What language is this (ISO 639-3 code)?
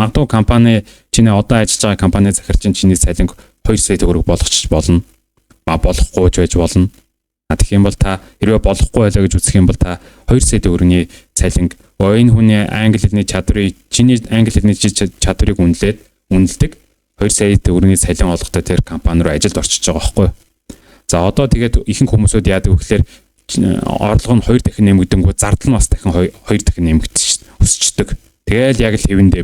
mon